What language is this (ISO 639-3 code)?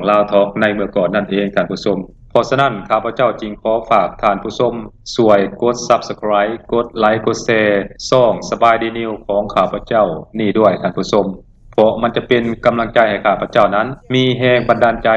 lao